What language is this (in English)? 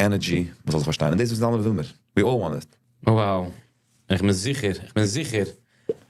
Yiddish